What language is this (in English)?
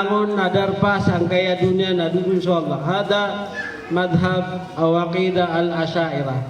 Maranao